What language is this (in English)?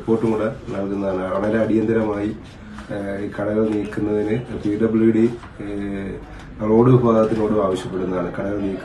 Malayalam